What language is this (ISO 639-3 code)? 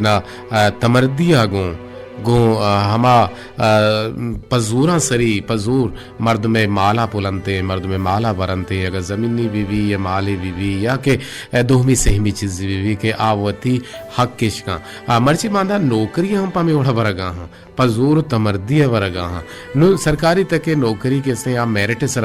bal